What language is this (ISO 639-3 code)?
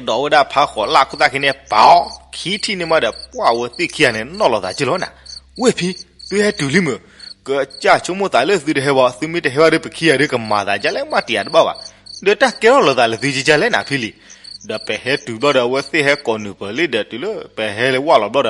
ksw